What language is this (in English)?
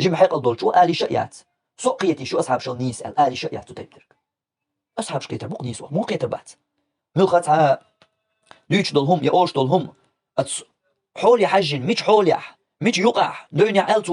Chechen